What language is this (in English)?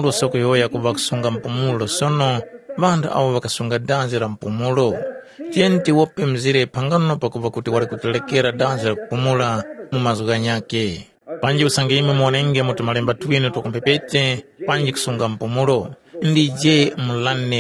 Tumbuka